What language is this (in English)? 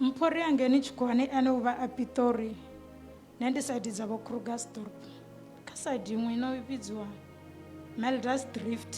Venda